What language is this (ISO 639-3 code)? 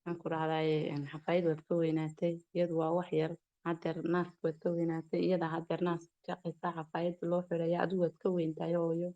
som